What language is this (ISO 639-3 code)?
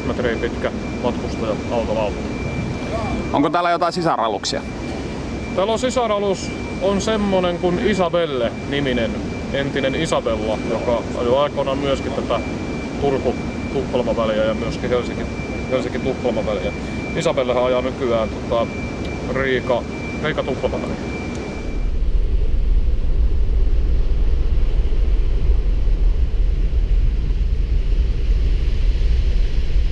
fin